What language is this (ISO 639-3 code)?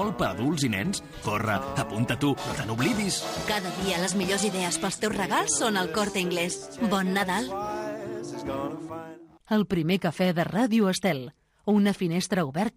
cat